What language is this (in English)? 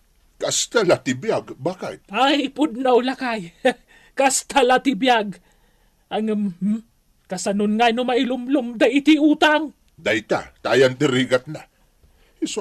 Iloko